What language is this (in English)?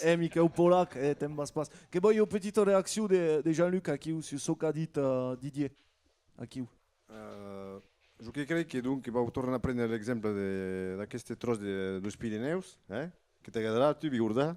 Occitan